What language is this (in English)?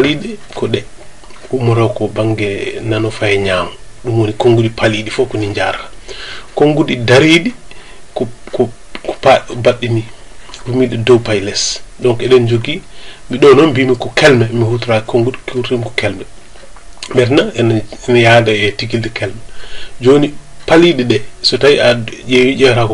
Fula